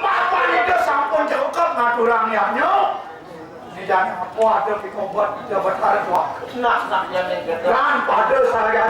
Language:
Balinese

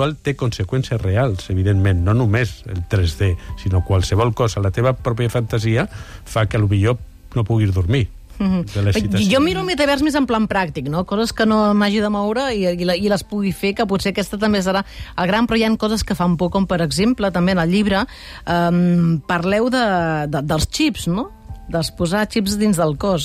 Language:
Catalan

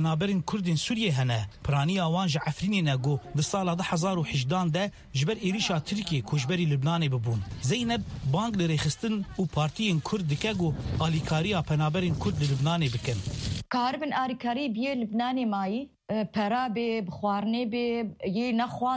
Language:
Kurdish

